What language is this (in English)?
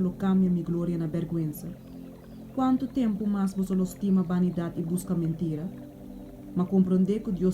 Papiamento